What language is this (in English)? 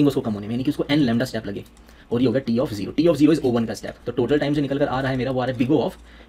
Hindi